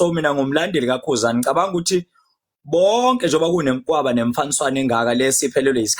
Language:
Zulu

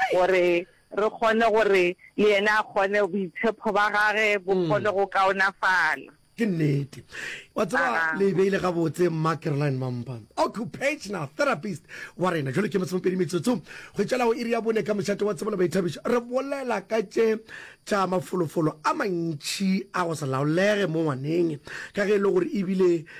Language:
Northern Sotho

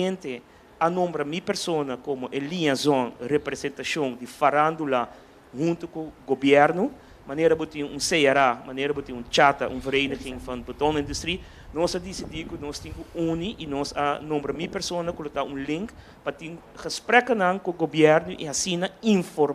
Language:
Papiamento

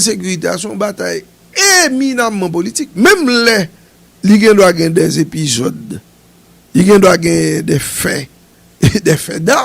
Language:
Haitian Creole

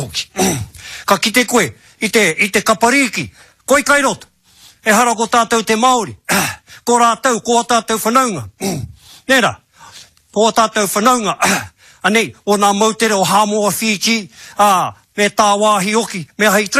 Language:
Māori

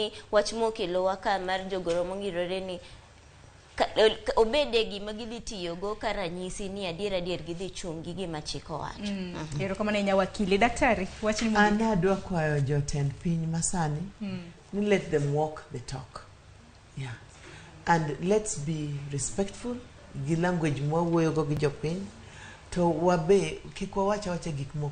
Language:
Luo (Kenya and Tanzania)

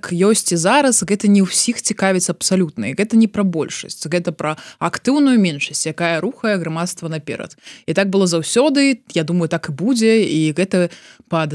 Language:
Belarusian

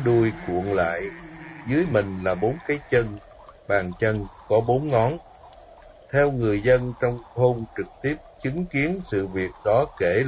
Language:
Vietnamese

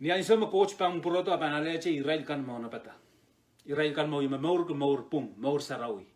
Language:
Pohnpeian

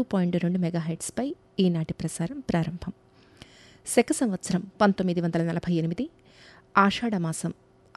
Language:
Telugu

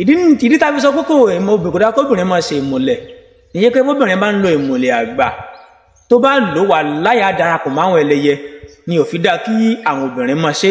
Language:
Yoruba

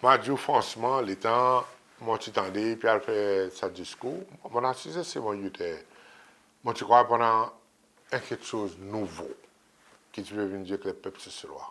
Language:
Seselwa Creole French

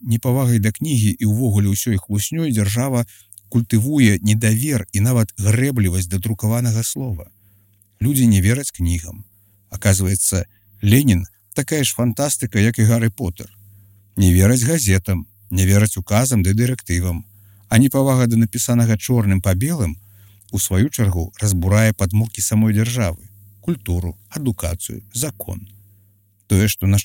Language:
Belarusian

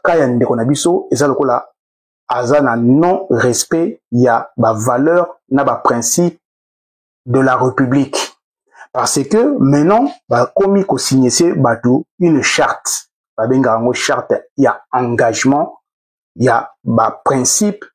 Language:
Lingala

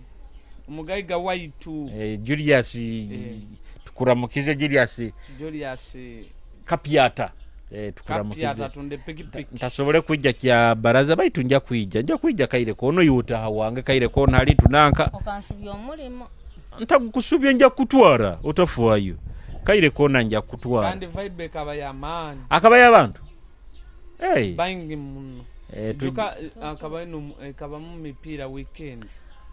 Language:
Nyoro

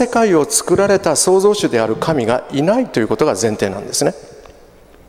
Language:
Japanese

